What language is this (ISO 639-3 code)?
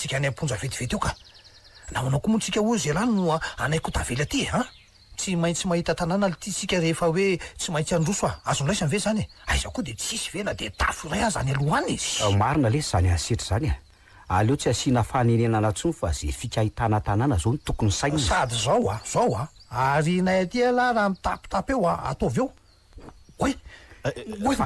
mlg